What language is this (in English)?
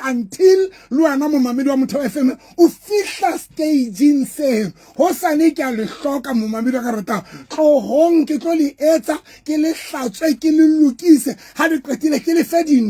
Southern Sotho